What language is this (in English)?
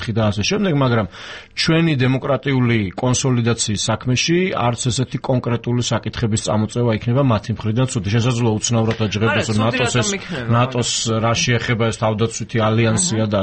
Georgian